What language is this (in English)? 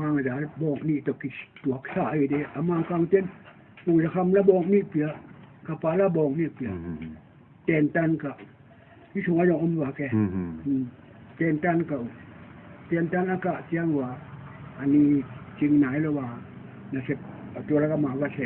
Tedim Chin